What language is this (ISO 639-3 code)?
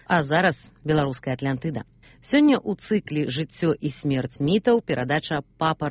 bel